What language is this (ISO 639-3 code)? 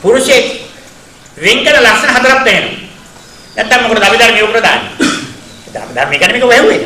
sin